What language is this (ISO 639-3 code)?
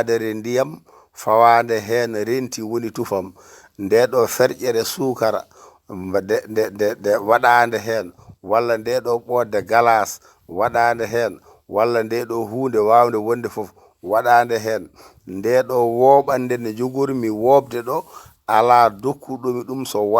ful